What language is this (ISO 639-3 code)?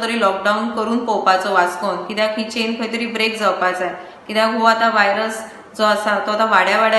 kok